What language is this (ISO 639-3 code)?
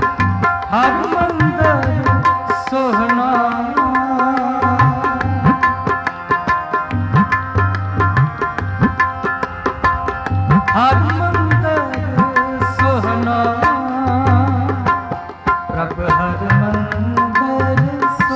pan